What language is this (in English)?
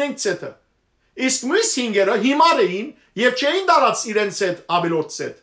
Western Armenian